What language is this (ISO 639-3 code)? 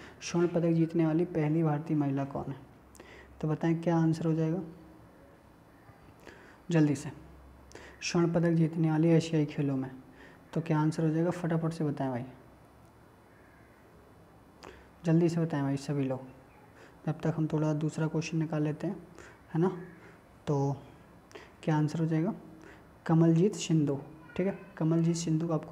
hin